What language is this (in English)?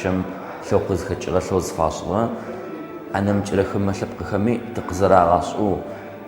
Adyghe